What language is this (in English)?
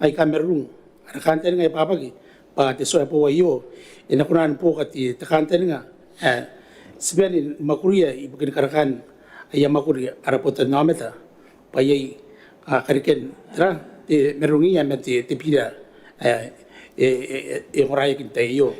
Gilbertese